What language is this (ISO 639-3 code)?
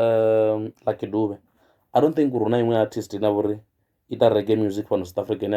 ven